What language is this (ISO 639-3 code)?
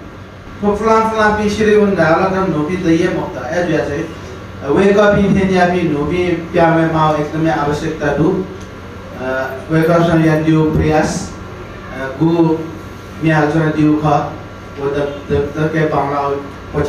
new